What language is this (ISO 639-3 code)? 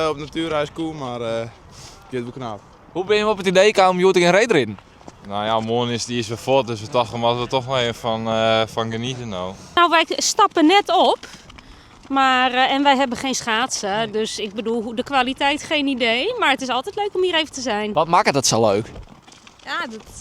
fry